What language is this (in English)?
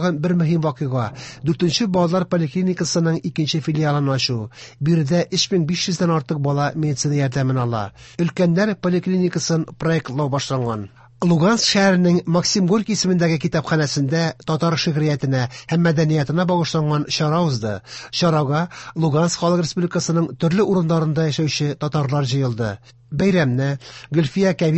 Tatar